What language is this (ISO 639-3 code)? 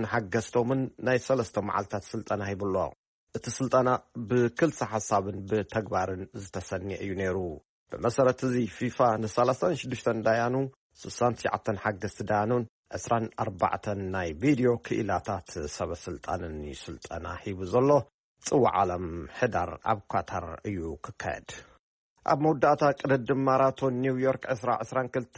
tir